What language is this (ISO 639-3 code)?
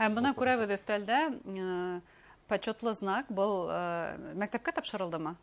bak